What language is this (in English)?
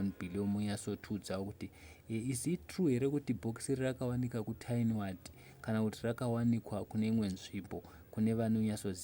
Shona